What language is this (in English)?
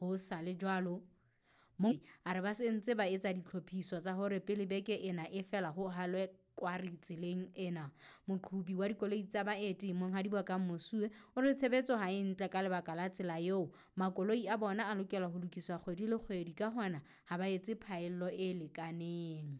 Southern Sotho